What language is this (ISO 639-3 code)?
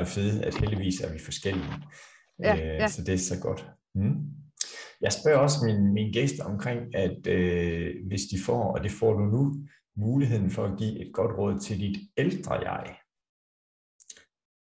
dan